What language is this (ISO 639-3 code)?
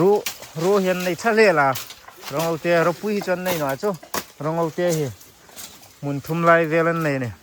hmr